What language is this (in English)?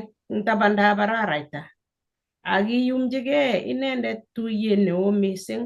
Kalenjin